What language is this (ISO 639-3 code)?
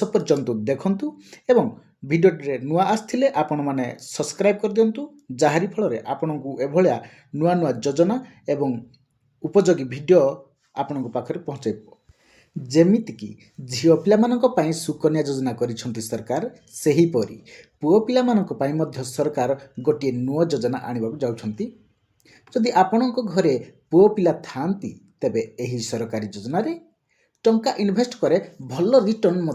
ori